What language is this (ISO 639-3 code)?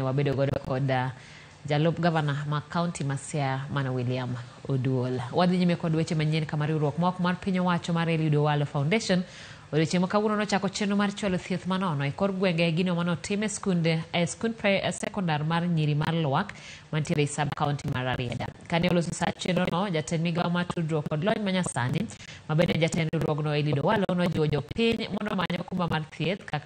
luo